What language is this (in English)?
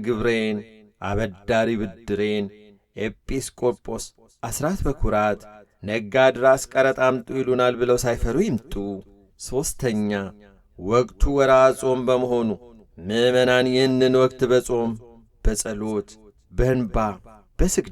Amharic